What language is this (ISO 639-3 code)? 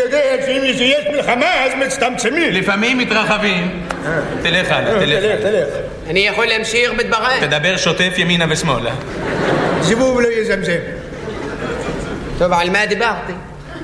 heb